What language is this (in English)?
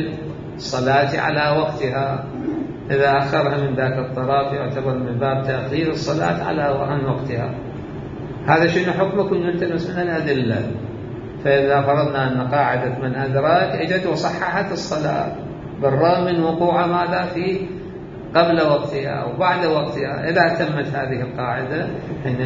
Mesopotamian Arabic